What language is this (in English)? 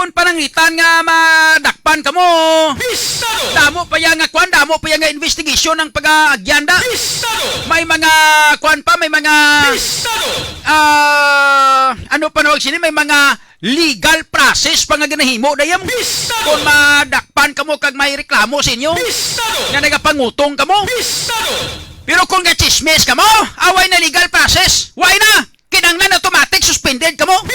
Hiligaynon